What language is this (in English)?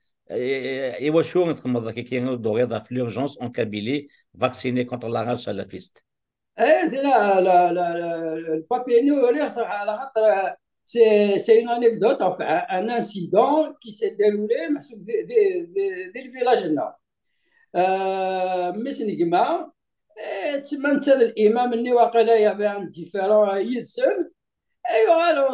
Kabyle